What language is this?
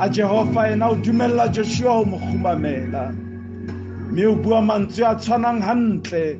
Southern Sotho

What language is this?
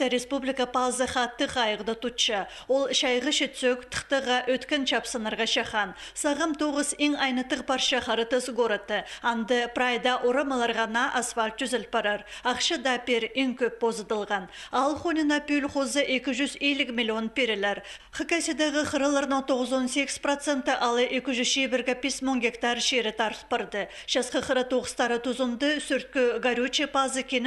Khakas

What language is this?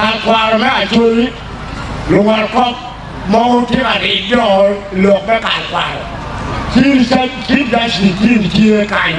Acoli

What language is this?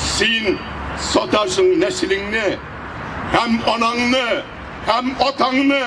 Tatar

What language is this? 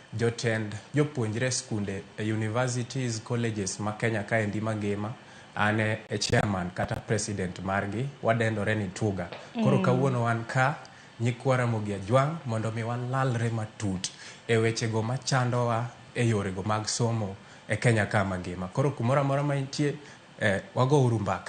Luo (Kenya and Tanzania)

